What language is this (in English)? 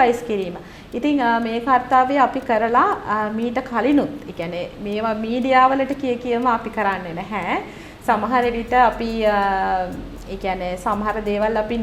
Sinhala